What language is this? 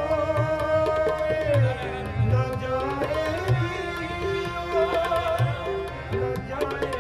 Punjabi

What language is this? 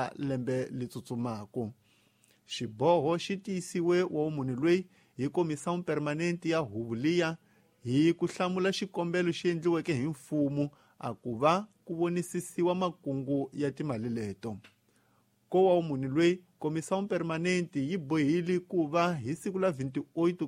Tsonga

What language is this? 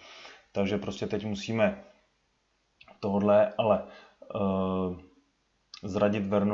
Czech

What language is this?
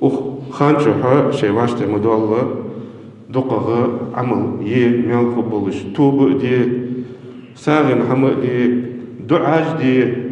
Ingush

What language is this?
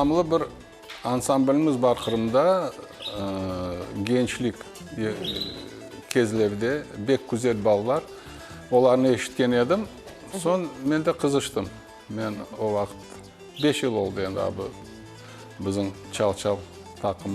Crimean Tatar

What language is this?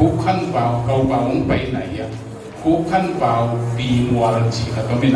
Tedim Chin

